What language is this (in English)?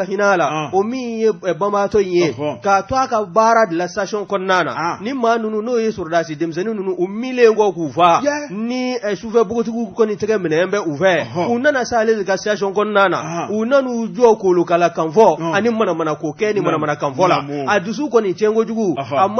Bambara